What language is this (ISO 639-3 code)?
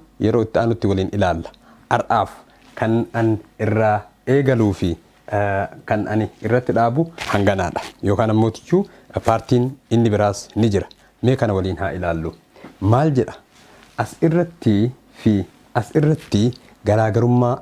orm